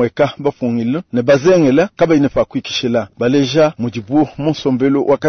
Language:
Luba-Lulua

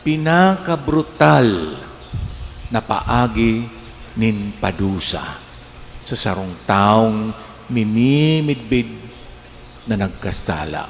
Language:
Bikol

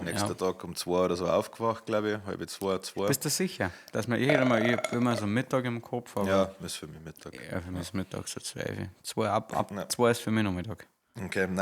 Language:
Bavarian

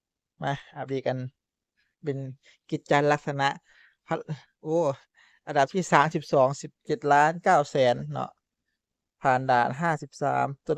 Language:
Northeastern Thai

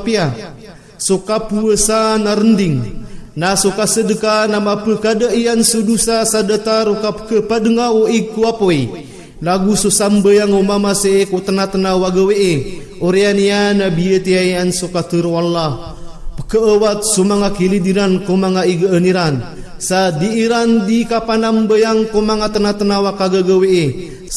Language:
Maranao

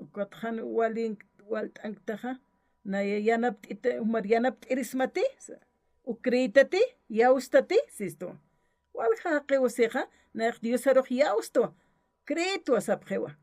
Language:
Aymara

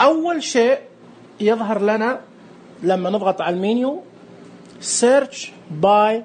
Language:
Najdi Arabic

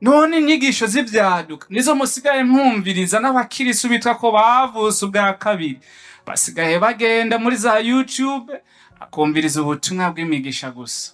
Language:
Rundi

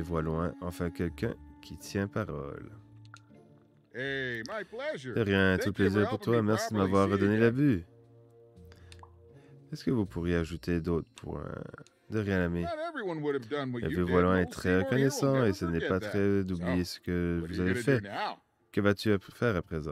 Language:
French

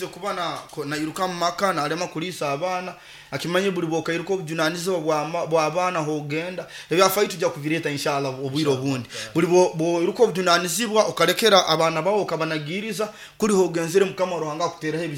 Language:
Nyoro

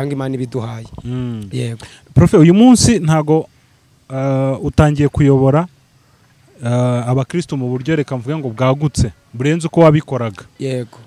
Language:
Kinyarwanda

